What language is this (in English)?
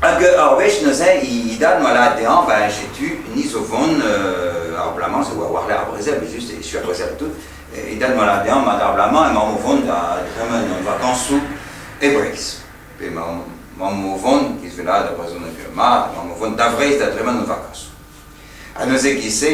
Breton